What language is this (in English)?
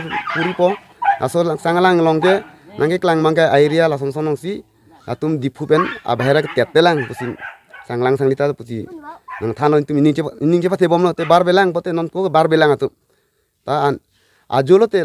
Karbi